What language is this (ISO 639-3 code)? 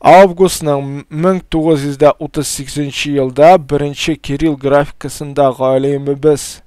tat